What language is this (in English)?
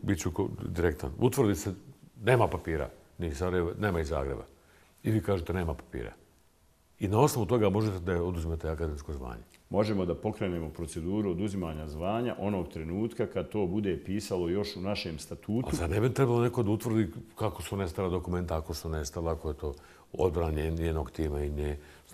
Bosnian